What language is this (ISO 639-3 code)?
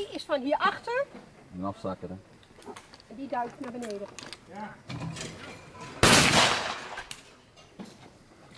nld